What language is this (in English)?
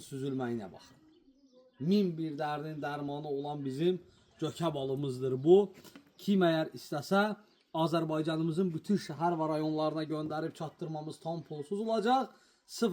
Azerbaijani